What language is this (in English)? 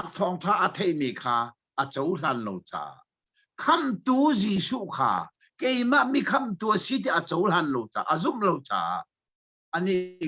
Hakha Chin